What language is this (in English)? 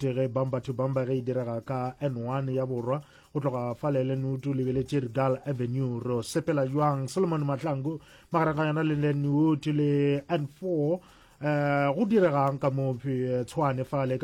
Northern Sotho